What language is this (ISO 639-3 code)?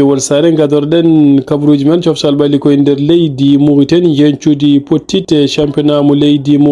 ful